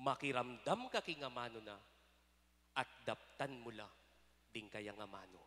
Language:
Pampanga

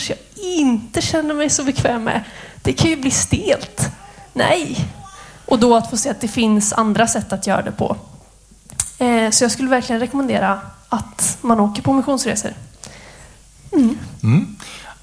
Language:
Swedish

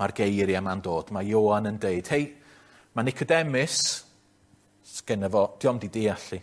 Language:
Welsh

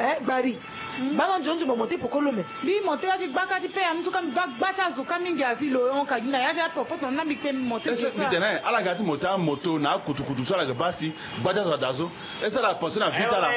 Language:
Sango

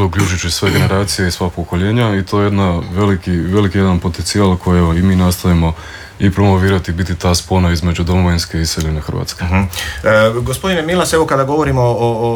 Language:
Croatian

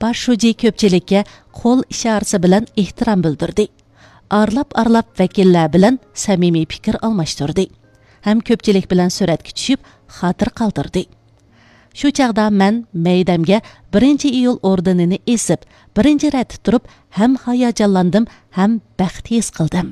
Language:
Uyghur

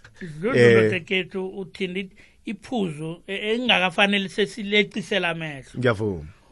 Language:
South Ndebele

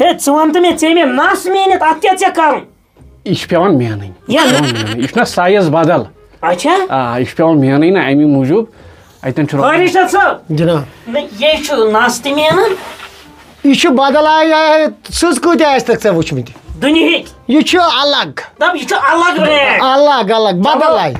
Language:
Kashmiri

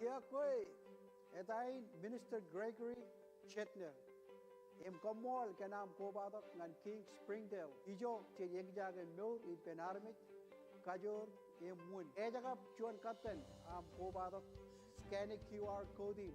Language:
Marshallese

